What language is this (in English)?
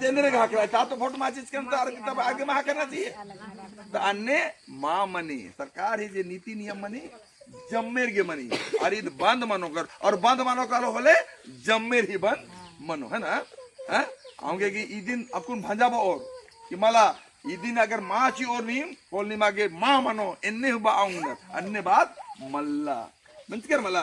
Kurukh